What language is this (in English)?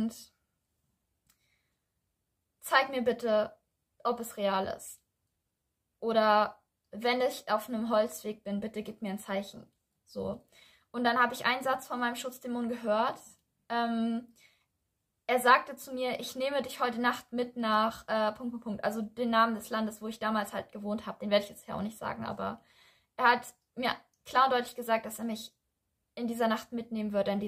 German